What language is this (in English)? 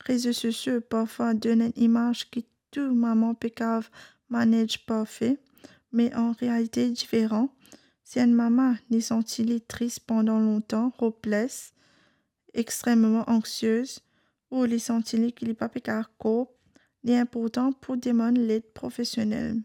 Morisyen